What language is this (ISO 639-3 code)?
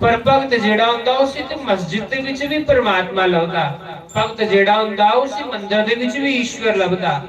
doi